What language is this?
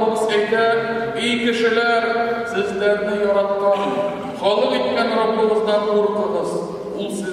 Tatar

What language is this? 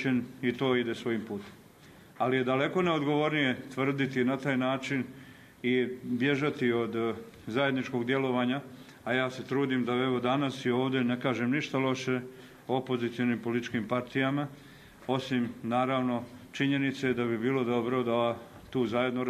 Bosnian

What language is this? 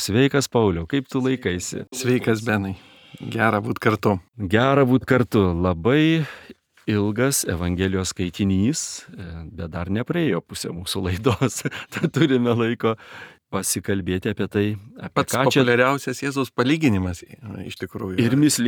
Lithuanian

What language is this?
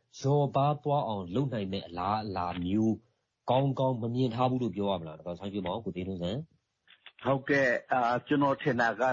Burmese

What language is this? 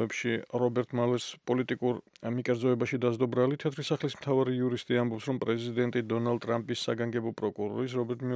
Georgian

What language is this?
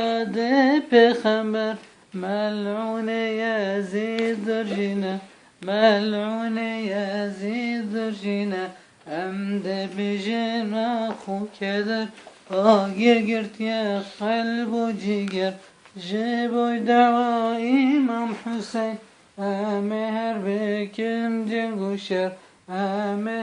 Kurdish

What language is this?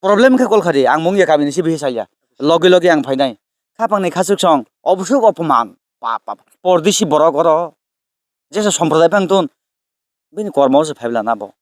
Kok Borok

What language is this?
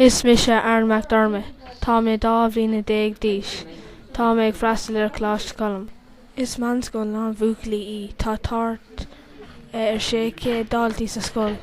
Irish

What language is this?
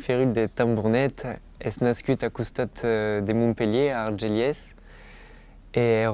Occitan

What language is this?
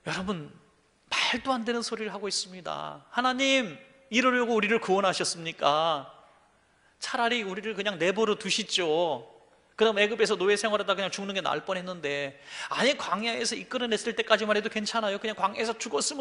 Korean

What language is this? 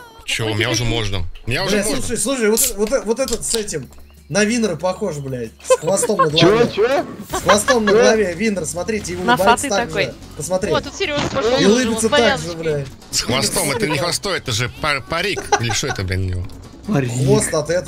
Russian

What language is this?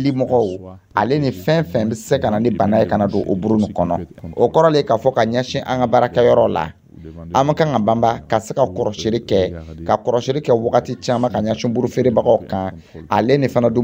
Dyula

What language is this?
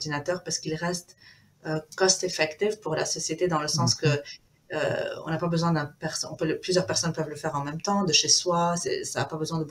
French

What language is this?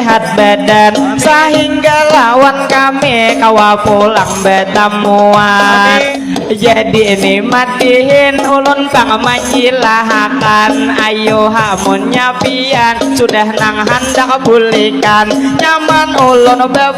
Banjar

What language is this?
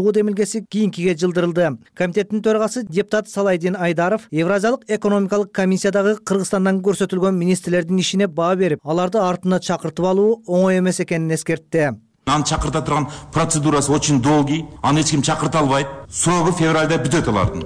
Kyrgyz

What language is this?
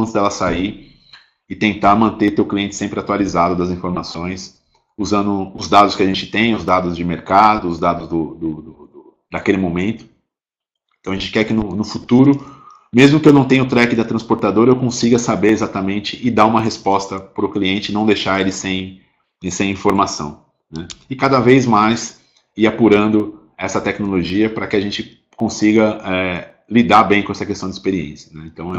Portuguese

